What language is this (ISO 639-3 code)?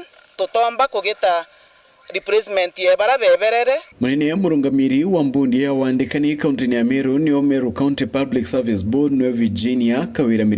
mer